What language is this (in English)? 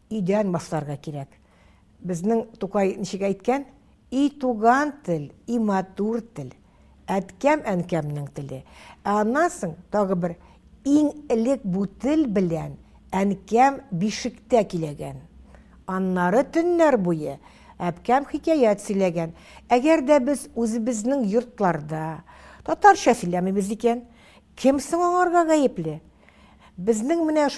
Tatar